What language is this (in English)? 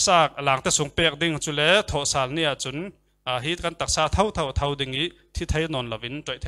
Falam Chin